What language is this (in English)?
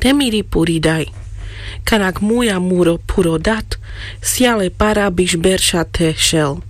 Carpathian Romani